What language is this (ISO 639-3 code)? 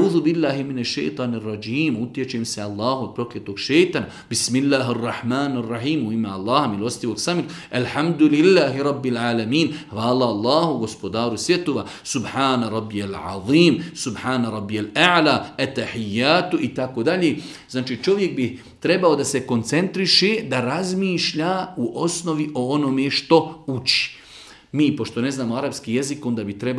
bos